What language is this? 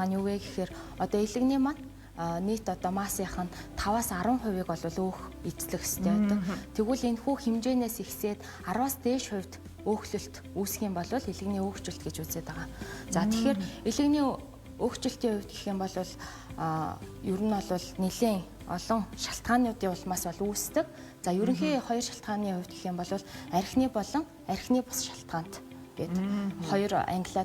Mongolian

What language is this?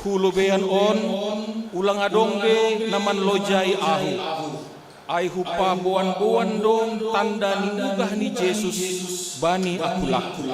Batak Simalungun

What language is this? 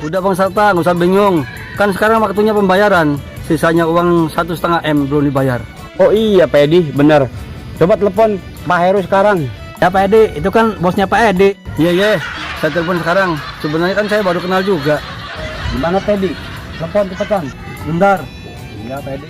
Betawi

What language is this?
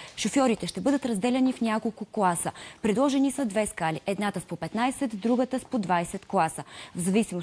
Bulgarian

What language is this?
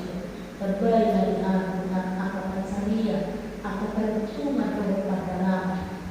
Batak Toba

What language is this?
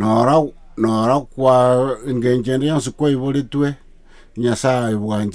Gusii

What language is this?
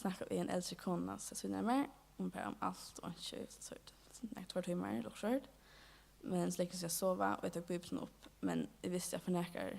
Faroese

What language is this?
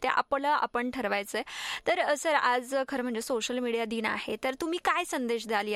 Marathi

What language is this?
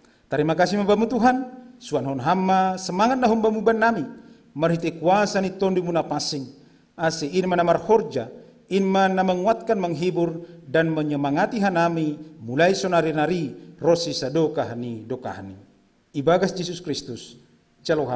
Batak Simalungun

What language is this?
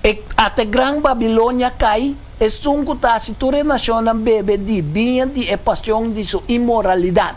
Papiamento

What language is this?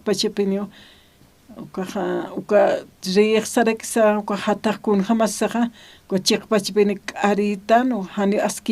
Aymara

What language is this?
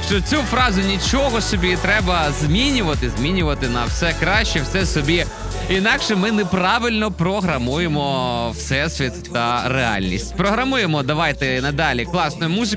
Ukrainian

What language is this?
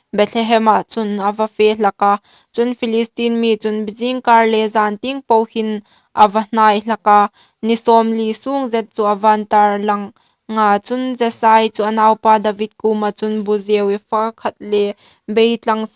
Hmar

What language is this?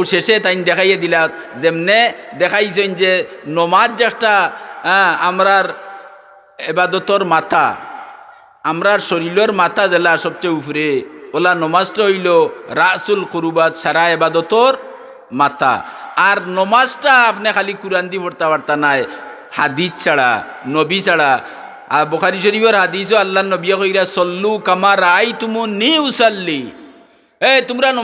Sylheti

